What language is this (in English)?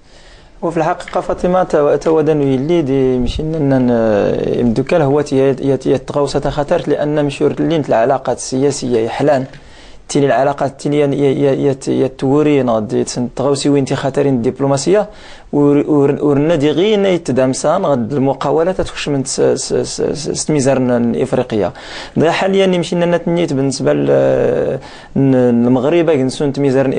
Moroccan Arabic